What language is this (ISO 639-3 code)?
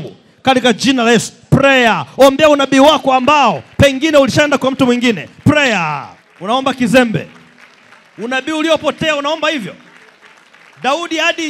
swa